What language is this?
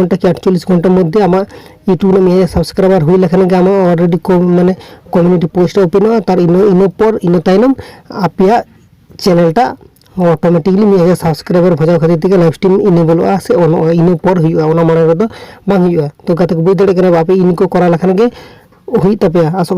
Santali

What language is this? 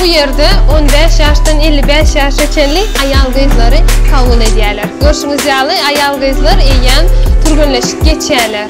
Turkmen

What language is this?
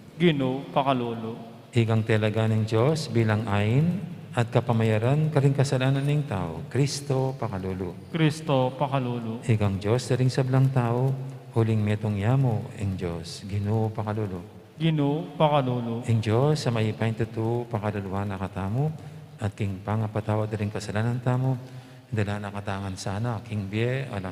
Pampanga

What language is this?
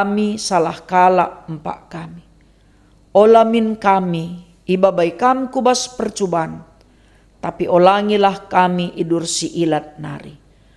Batak Karo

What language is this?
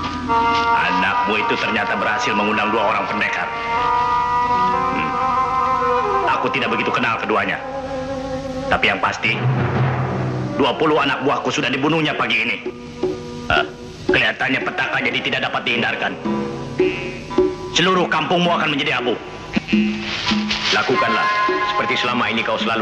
Indonesian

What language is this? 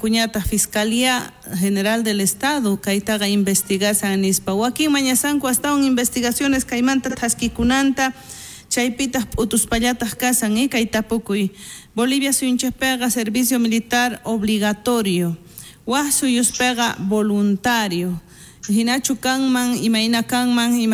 South Bolivian Quechua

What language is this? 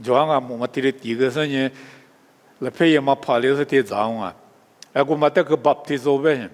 Lisu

